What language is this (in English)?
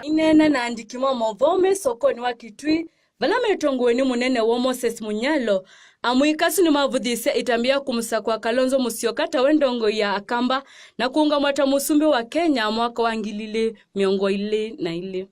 Kamba